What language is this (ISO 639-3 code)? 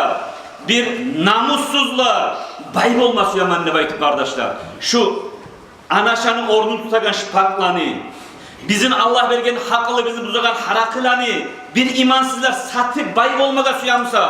kum